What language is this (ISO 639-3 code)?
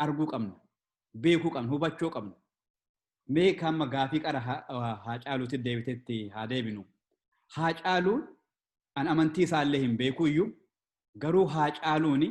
orm